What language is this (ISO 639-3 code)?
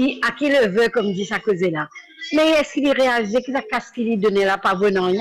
mfe